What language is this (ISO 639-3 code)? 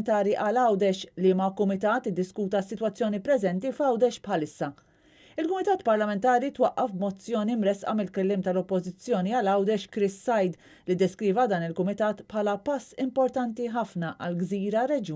mlt